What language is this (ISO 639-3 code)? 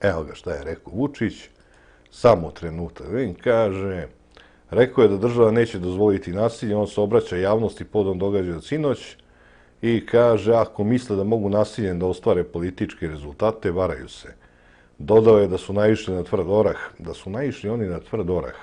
srp